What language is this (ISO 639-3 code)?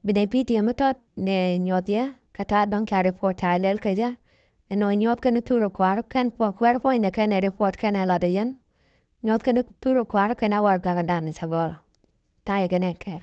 nus